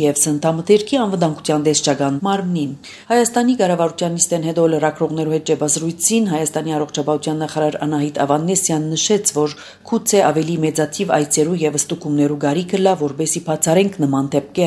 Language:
Armenian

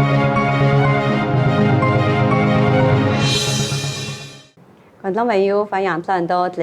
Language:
Hakka Chinese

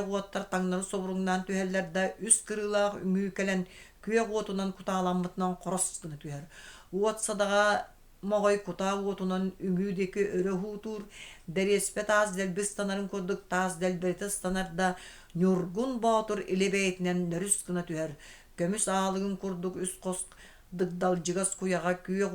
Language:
Yakut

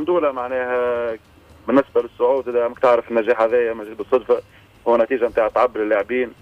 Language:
Tunisian Arabic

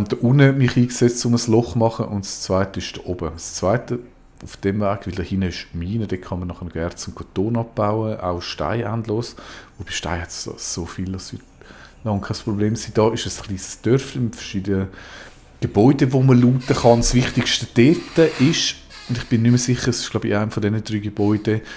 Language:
Swiss German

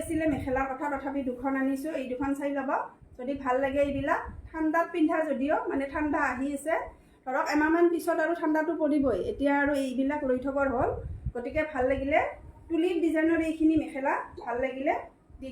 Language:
Assamese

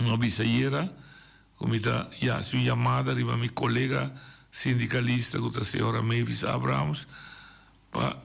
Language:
Papiamento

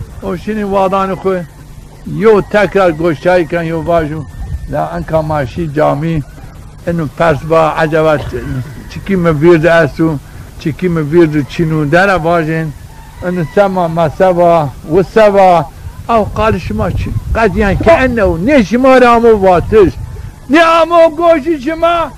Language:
Zaza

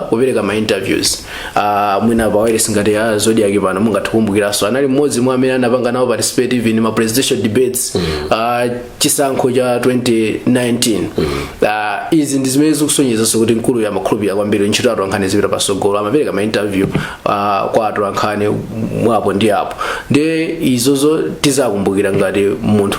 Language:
Nyanja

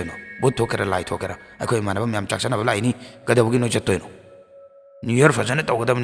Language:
Manipuri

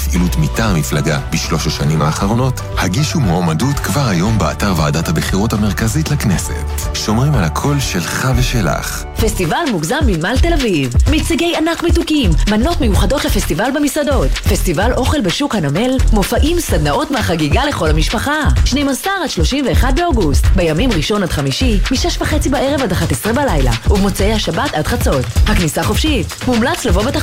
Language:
Hebrew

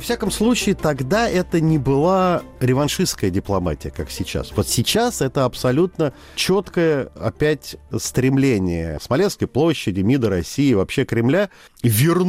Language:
Russian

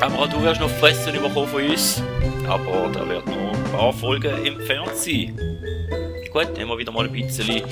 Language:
Swiss German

